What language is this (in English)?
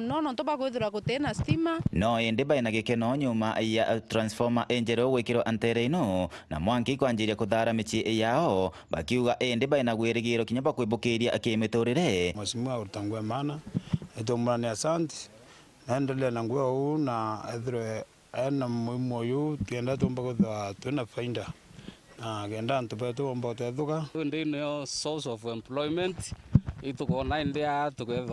Meru